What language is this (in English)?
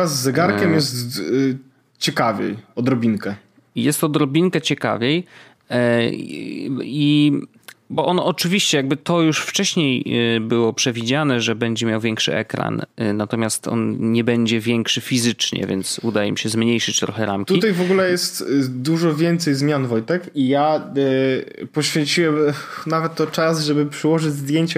Polish